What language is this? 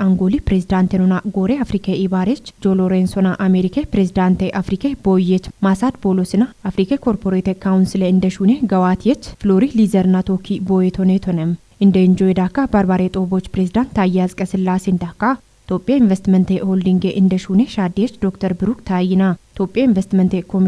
Kafa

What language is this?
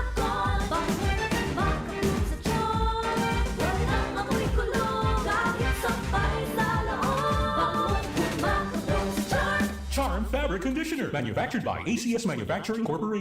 Bikol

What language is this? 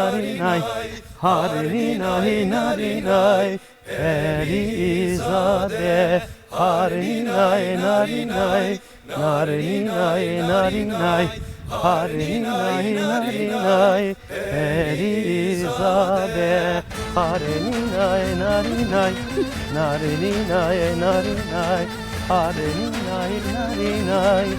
Zaza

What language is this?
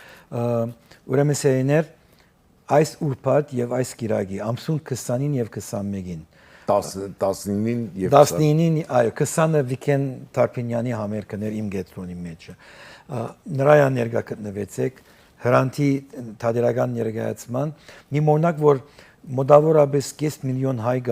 Western Armenian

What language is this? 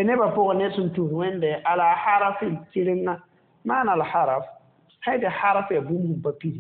Mossi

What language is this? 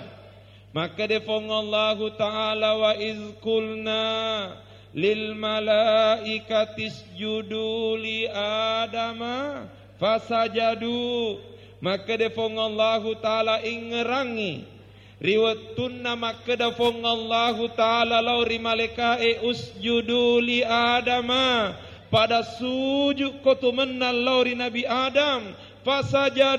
Buginese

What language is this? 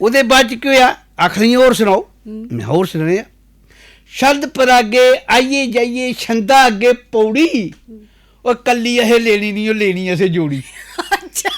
Dogri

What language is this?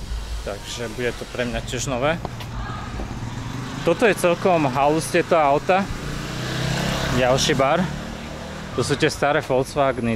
Slovak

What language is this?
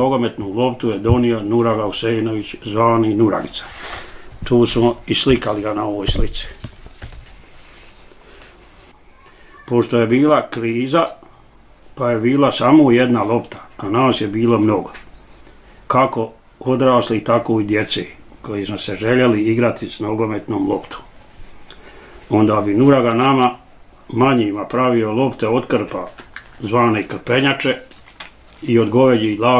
Bosnian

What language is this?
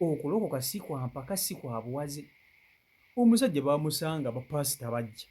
Ganda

